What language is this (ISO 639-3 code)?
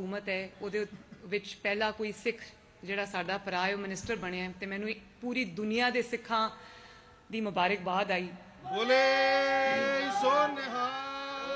pan